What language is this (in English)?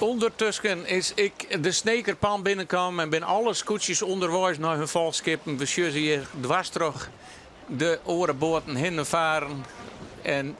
Western Frisian